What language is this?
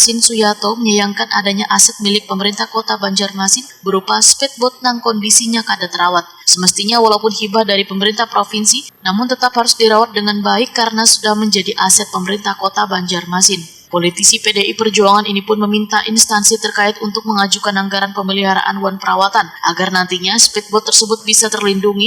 Banjar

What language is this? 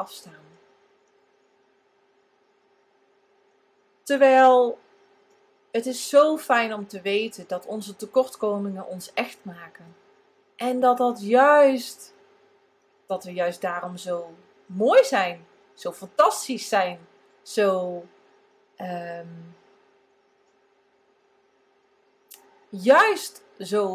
Dutch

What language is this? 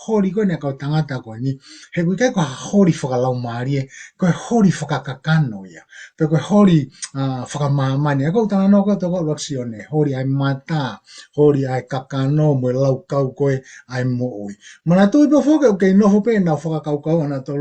Tongan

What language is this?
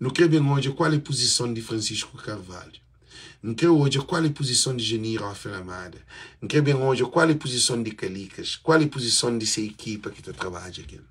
Kabuverdianu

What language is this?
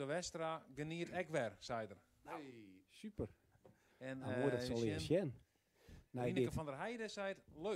Western Frisian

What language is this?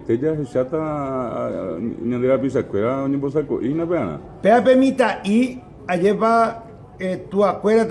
Guarani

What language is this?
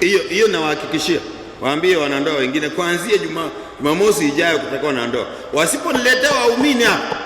Swahili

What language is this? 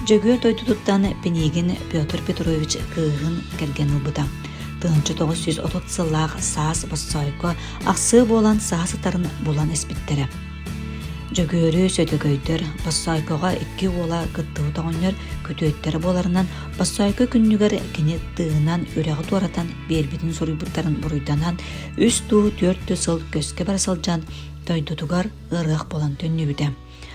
Yakut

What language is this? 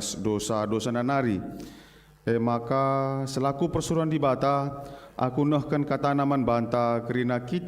Batak Karo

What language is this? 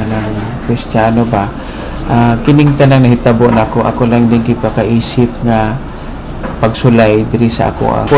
Cebuano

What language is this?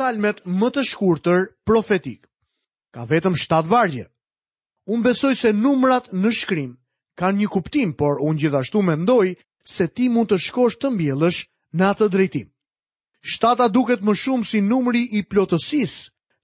Albanian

